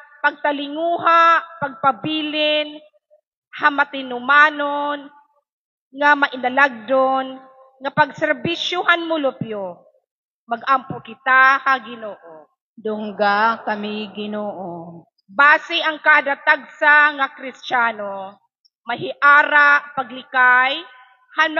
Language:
Waray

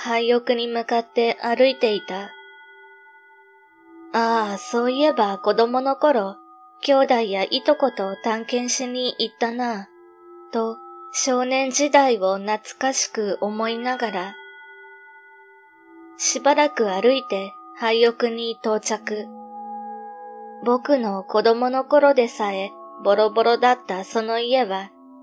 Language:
Japanese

